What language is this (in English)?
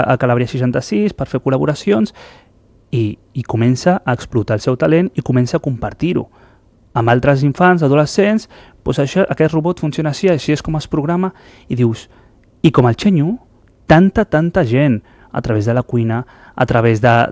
Catalan